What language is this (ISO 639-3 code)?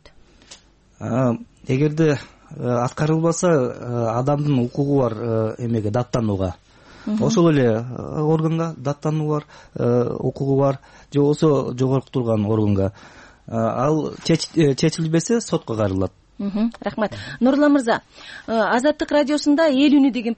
kir